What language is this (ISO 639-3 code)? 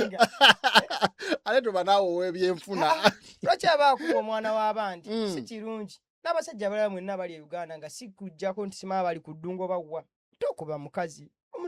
lug